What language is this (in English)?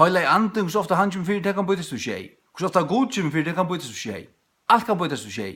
Faroese